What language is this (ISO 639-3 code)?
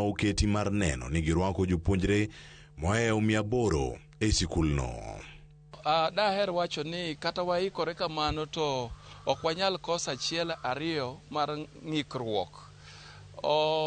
luo